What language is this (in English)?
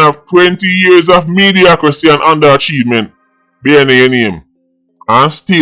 Jamaican Creole English